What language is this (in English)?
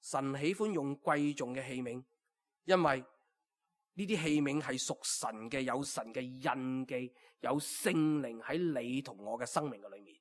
Cantonese